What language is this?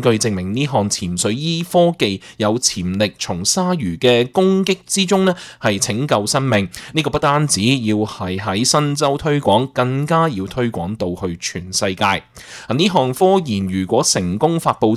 Cantonese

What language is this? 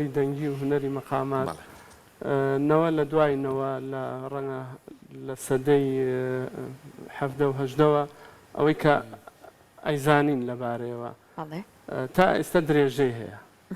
Central Kurdish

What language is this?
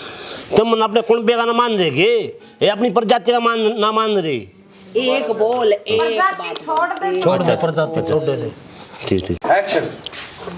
Haryanvi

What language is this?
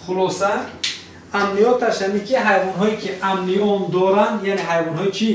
Tajik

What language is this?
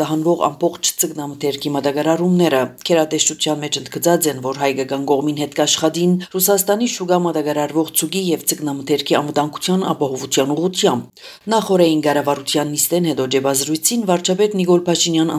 Armenian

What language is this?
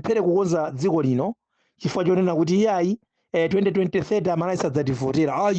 Nyanja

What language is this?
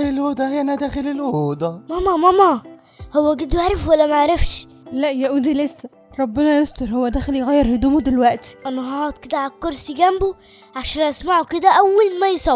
Egyptian Arabic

